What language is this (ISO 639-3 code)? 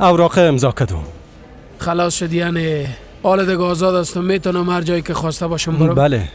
fas